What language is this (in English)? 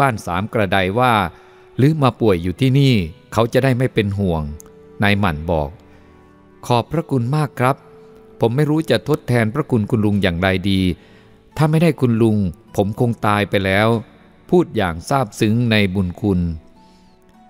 Thai